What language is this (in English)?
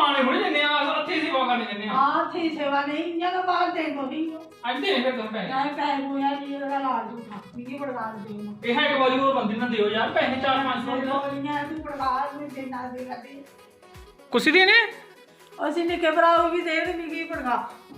Dogri